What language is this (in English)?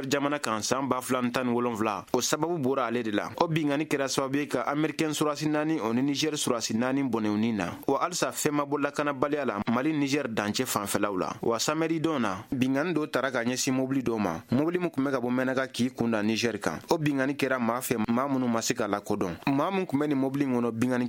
Bambara